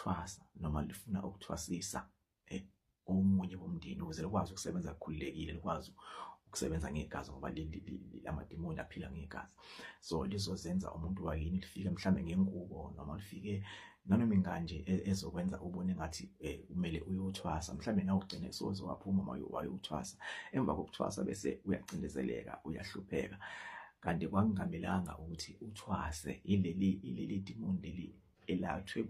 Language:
Zulu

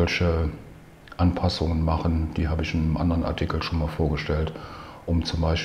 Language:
German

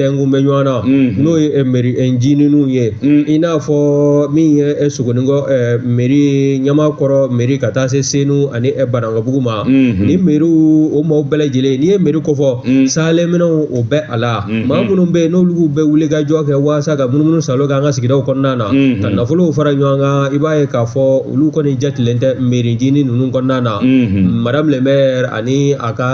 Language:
Bambara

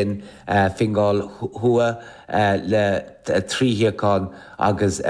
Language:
Irish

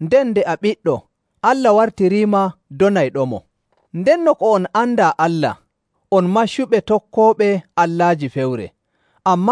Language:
Nigerian Fulfulde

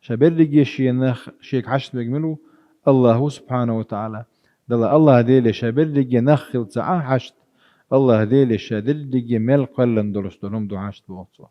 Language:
Chechen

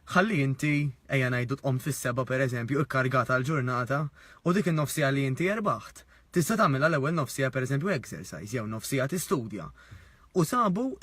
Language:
Maltese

